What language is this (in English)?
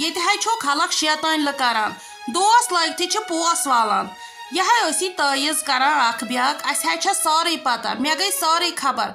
Kashmiri